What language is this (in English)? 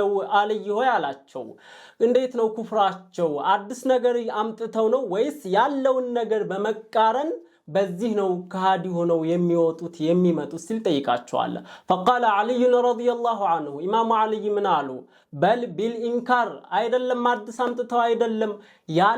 Amharic